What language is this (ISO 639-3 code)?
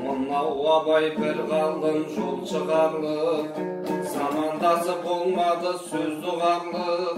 kaz